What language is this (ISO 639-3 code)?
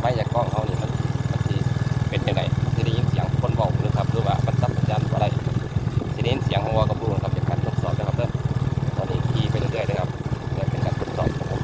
tts